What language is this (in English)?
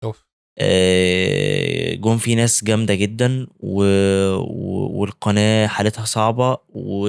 Egyptian Arabic